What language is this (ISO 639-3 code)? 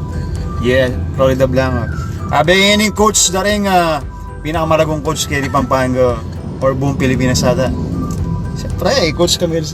pam